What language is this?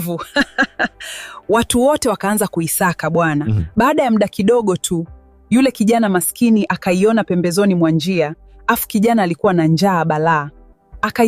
Swahili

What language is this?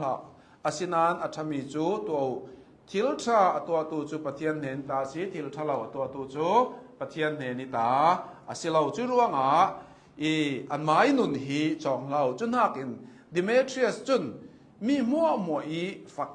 Hakha Chin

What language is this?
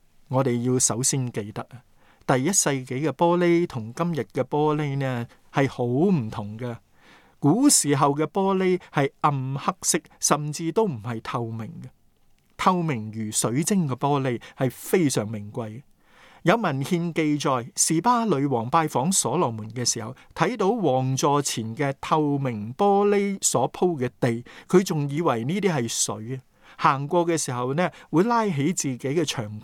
Cantonese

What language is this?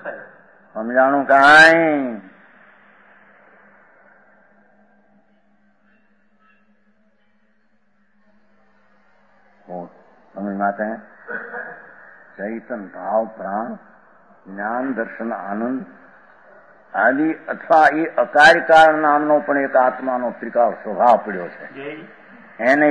Gujarati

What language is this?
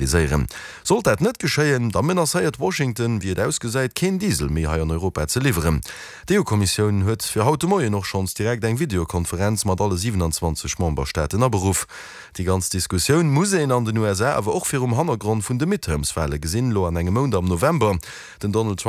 Luxembourgish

